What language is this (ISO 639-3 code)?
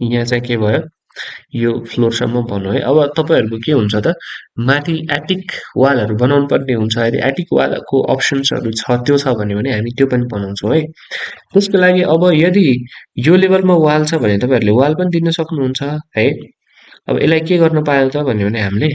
nep